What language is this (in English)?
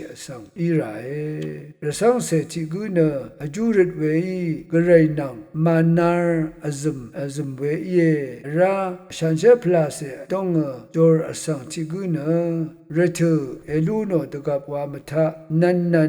Rawang